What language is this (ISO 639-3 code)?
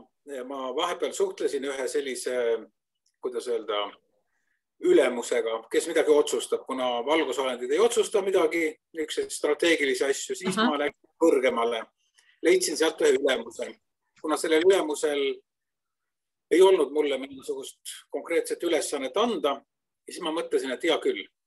est